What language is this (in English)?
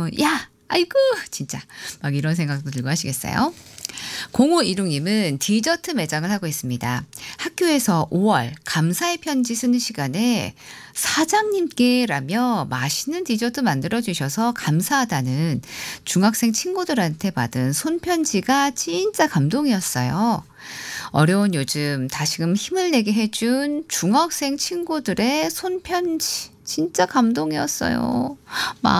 Korean